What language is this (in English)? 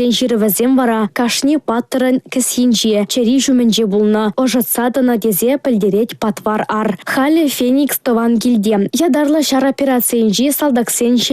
Chuvash